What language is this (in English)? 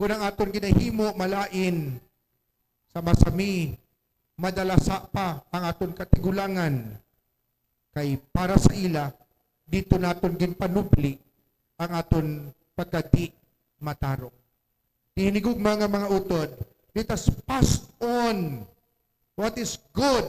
Hiligaynon